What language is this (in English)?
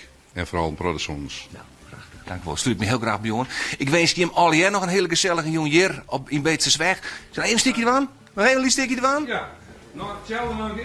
Western Frisian